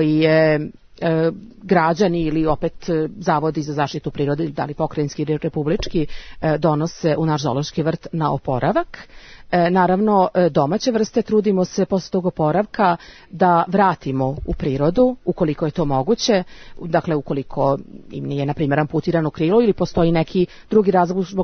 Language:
Serbian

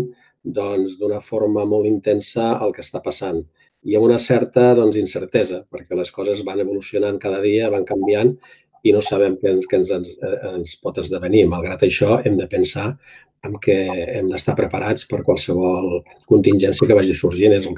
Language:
Catalan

